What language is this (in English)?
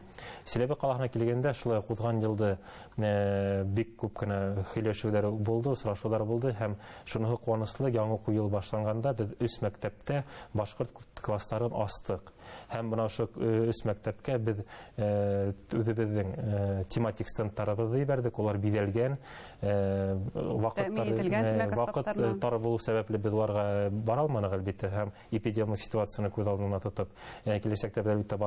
Bashkir